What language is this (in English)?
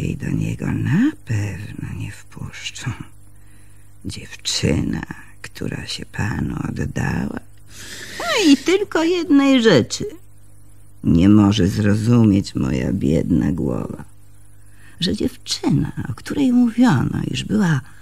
Polish